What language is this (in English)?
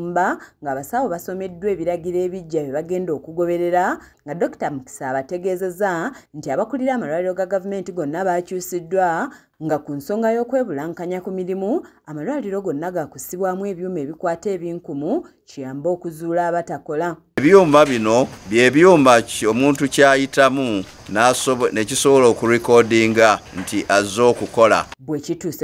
Ganda